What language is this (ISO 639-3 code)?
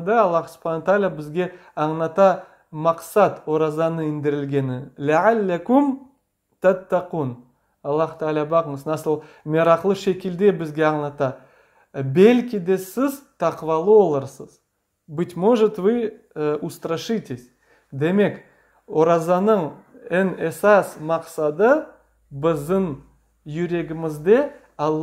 crh